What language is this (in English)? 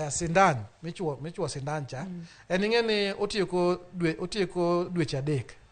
Luo (Kenya and Tanzania)